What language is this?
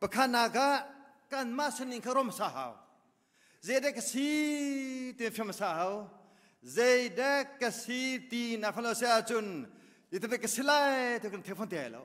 Hakha Chin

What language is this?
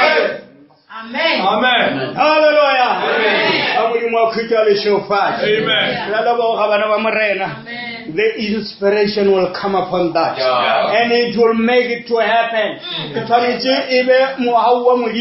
Northern Sotho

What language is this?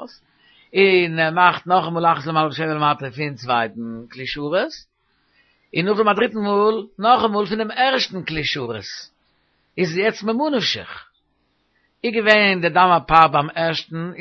Yiddish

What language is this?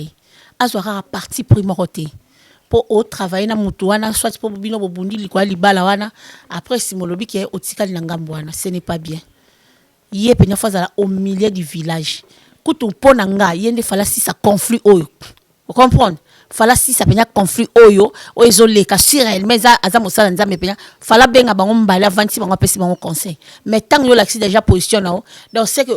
Lingala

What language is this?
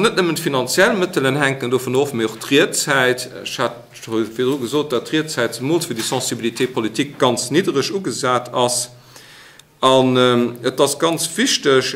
Luxembourgish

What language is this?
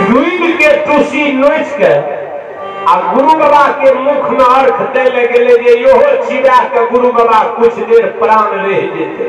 Maithili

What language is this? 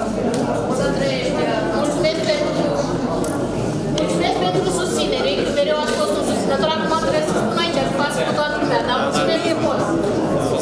Romanian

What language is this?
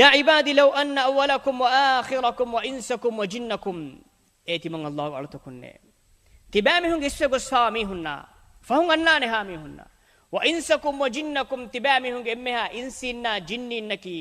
Divehi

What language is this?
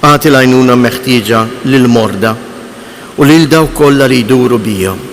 Maltese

